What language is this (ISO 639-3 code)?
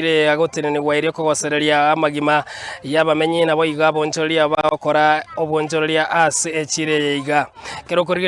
guz